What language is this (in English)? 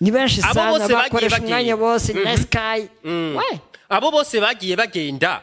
Rundi